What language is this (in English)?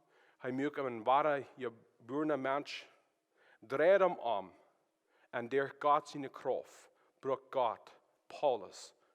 Plautdietsch